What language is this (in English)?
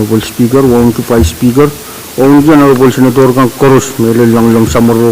Pohnpeian